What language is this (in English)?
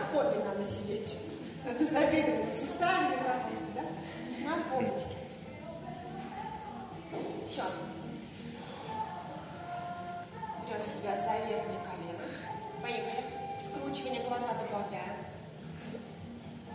Russian